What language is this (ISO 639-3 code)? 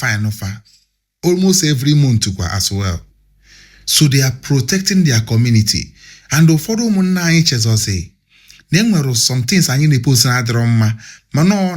ibo